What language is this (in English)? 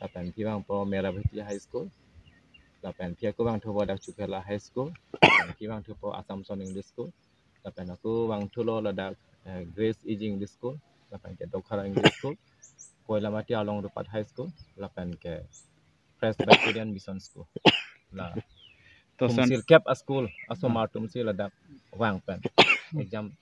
Karbi